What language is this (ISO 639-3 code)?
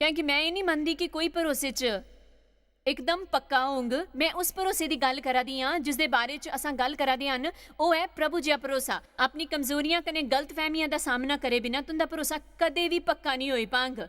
doi